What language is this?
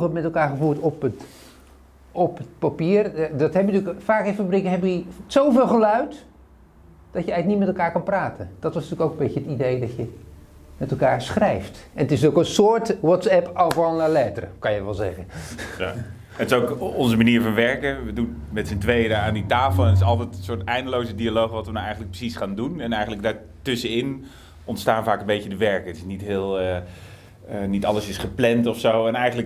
Dutch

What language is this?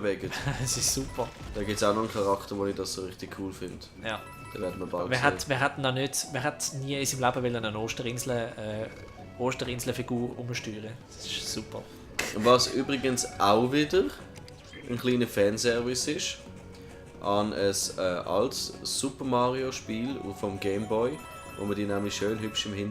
Swiss German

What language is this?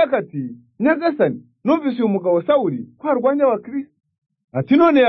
Kinyarwanda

